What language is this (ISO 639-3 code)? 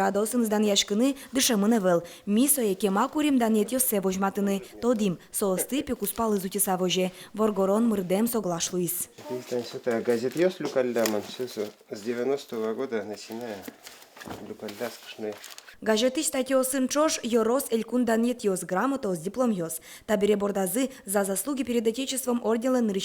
udm